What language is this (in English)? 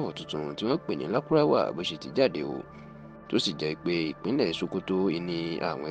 Yoruba